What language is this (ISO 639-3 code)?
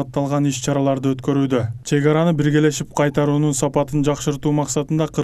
kir